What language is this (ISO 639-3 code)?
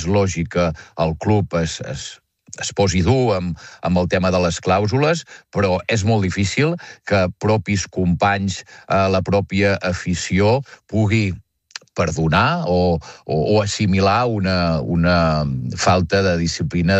cat